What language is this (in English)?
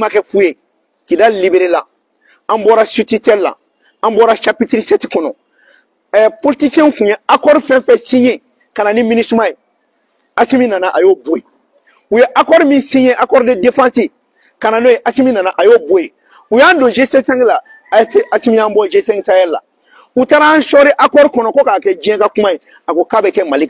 Bambara